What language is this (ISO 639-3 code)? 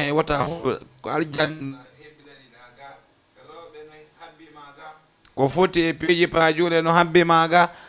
ful